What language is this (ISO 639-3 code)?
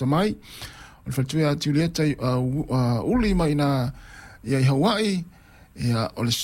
smo